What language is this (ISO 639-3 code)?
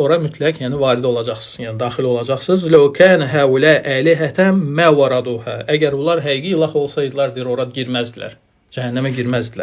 aze